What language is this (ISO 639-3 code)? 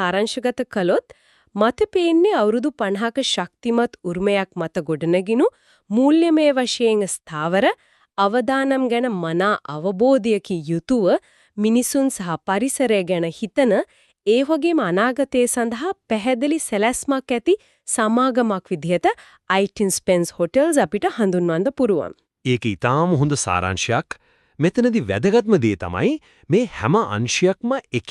sin